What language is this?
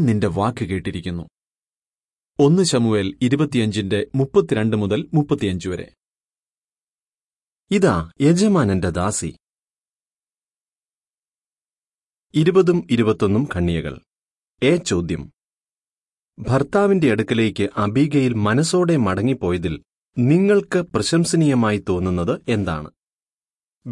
Malayalam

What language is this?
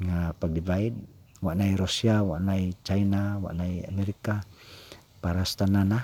Cebuano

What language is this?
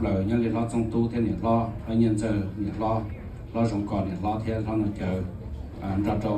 Hmong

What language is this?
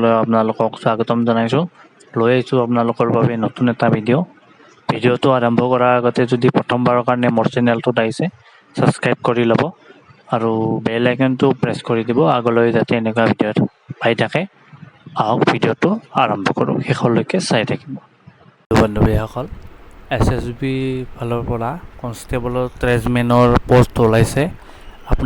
Assamese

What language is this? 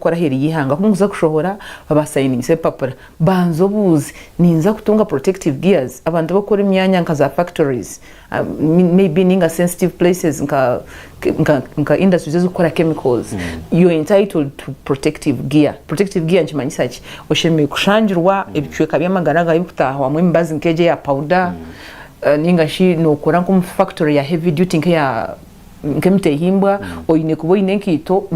Nyankole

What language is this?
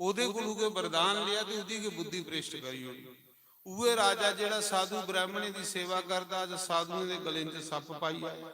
Dogri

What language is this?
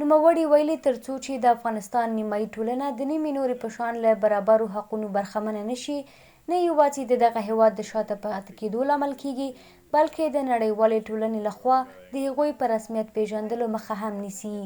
Pashto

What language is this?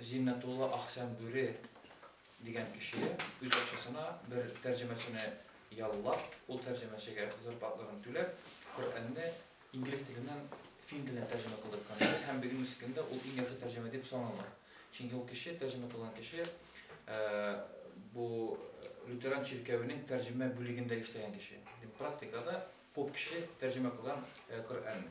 Tatar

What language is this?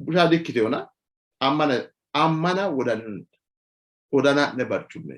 Sidamo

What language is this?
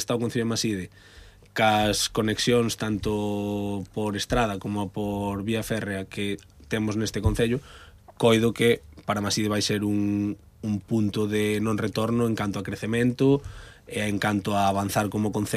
Galician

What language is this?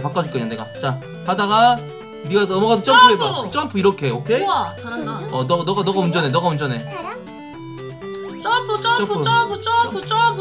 Korean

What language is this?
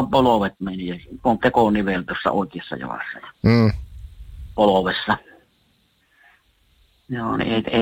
Finnish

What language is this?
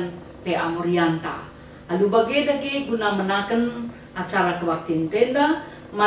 Batak Karo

